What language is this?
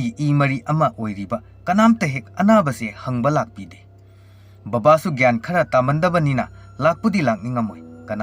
Manipuri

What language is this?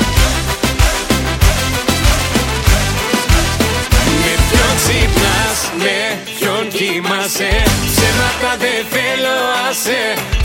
Greek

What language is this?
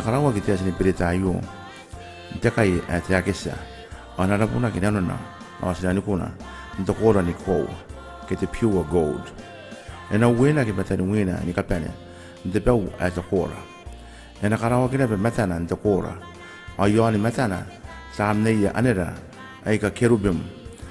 Gilbertese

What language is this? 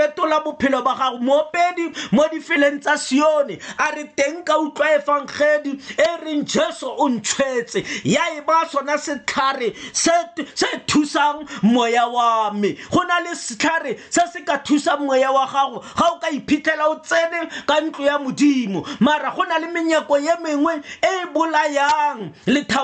Tswana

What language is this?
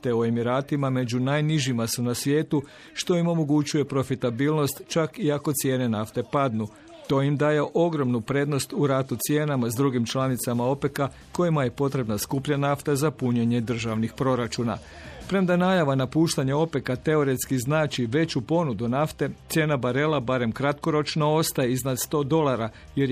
Croatian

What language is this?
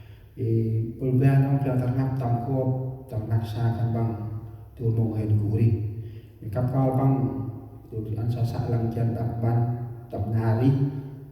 Central Mnong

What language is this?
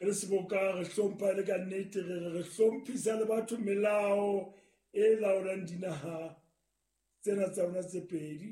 Southern Sotho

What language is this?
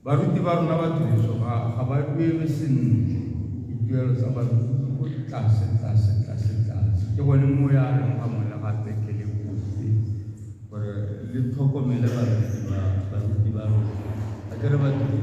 Tswana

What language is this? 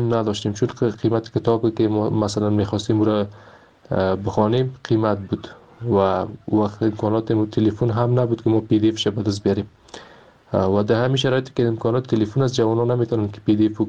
Persian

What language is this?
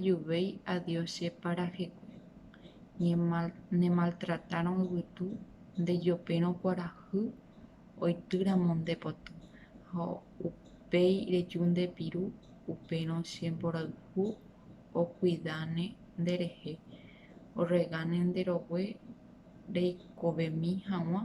Guarani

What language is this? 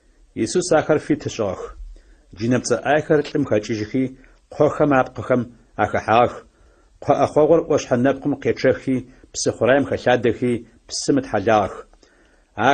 Adyghe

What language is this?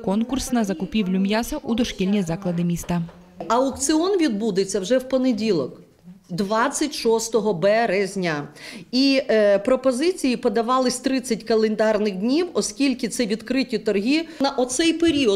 Ukrainian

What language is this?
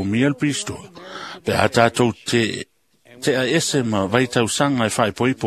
Samoan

